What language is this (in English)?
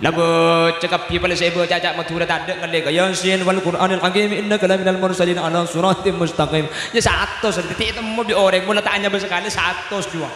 Madurese